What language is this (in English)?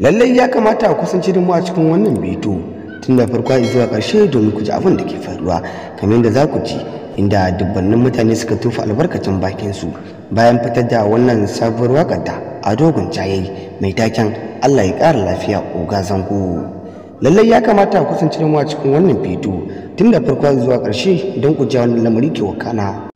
Hausa